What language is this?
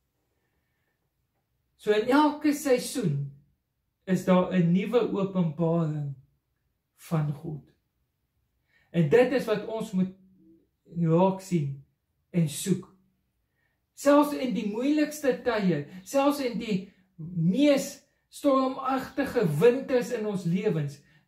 Afrikaans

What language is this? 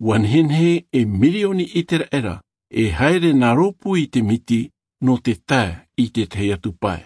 Tahitian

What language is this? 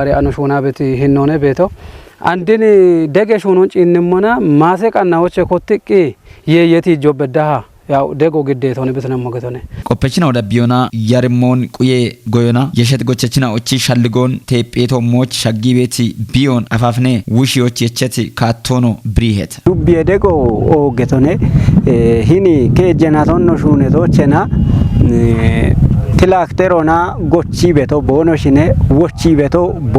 Kafa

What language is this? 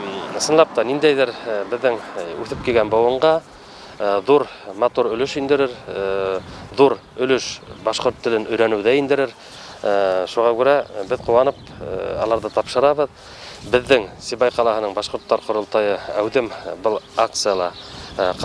Bashkir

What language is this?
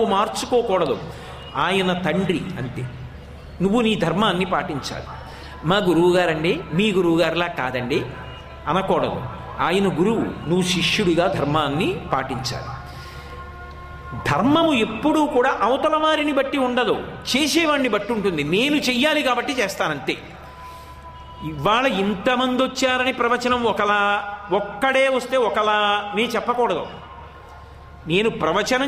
Telugu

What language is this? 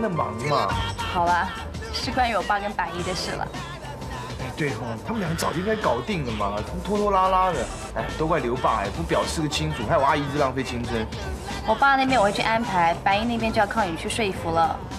Chinese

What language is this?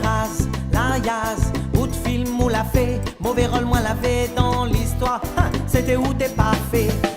Réunion Creole French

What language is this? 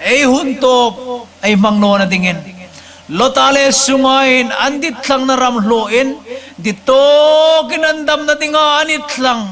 Hmar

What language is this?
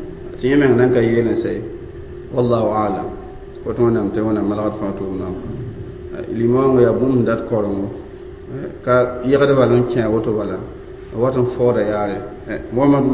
Mossi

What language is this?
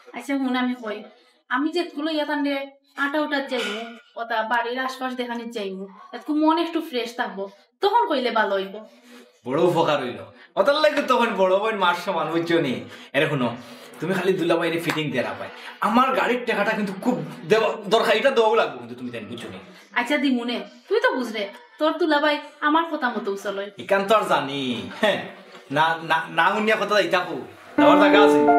Sylheti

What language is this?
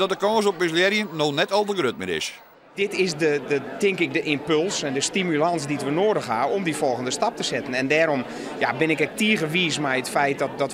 Western Frisian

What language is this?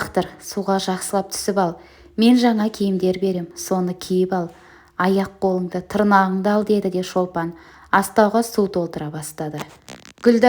Kazakh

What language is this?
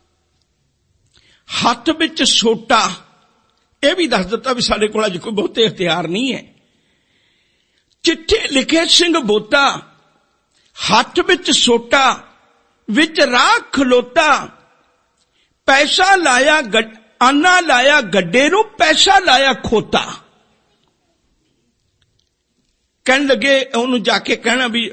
Punjabi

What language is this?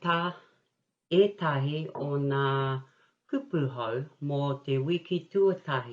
Māori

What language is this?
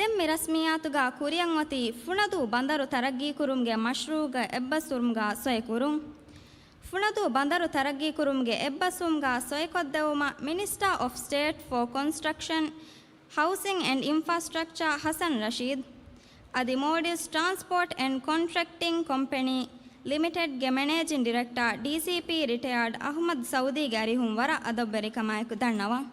Divehi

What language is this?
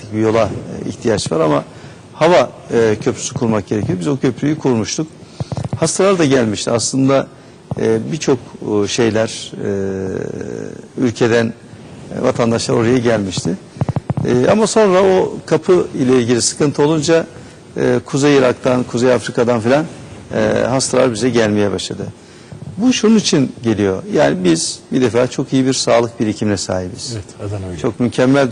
Turkish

